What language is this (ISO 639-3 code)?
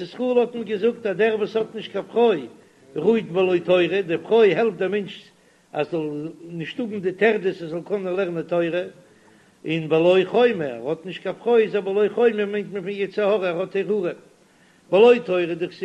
yid